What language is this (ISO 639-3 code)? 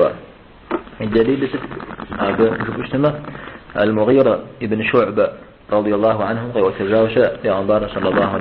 kbd